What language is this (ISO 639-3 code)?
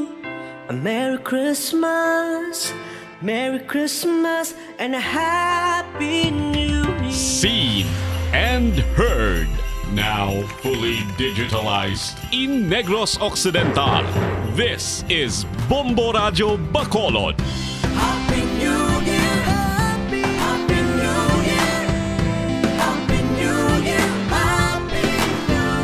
hil